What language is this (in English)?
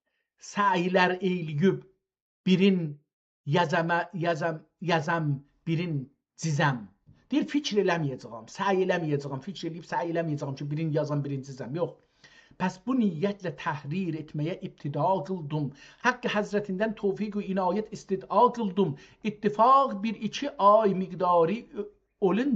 South Azerbaijani